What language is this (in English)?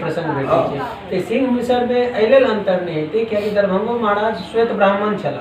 Maithili